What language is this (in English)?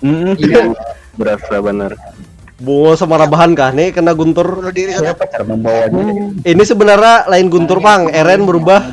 Banjar